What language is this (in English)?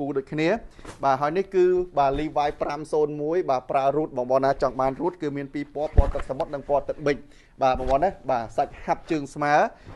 Khmer